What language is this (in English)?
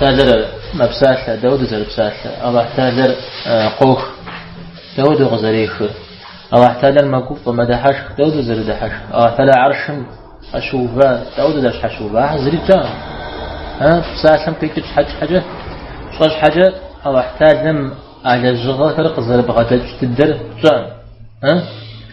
Kabardian